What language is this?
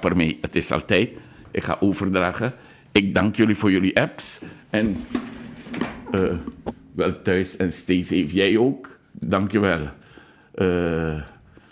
Dutch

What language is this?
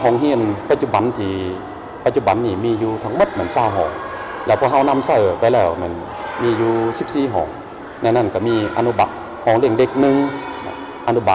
Lao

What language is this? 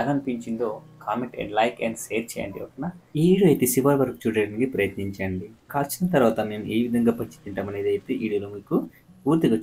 Telugu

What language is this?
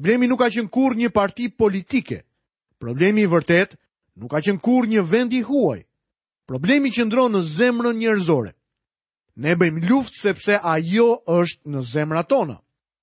Albanian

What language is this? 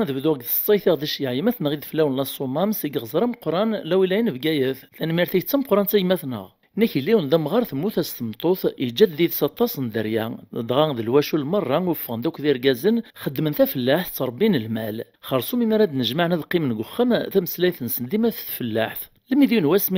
Kabyle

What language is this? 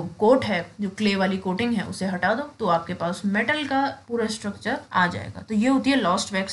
Hindi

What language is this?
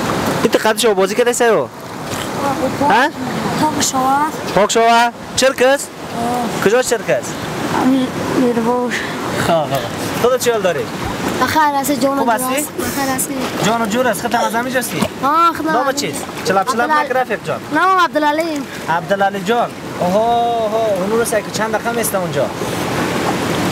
Persian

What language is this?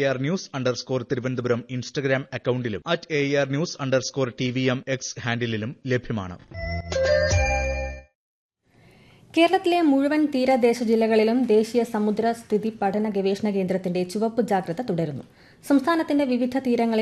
Malayalam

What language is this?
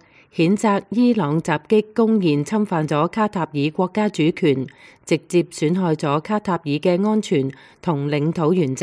Cantonese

